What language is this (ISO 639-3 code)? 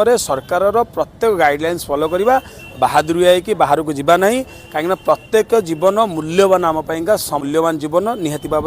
ori